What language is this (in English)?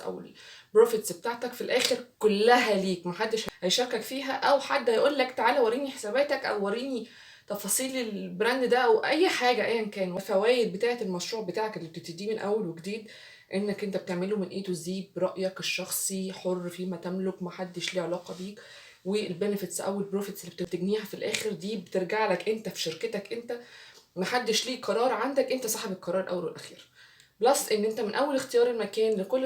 Egyptian Arabic